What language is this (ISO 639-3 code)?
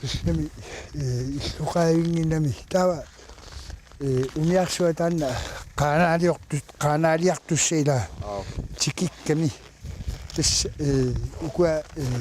kal